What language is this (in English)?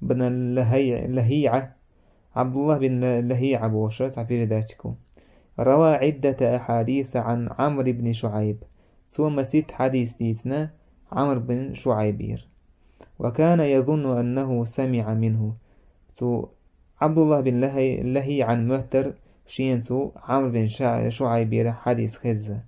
Chechen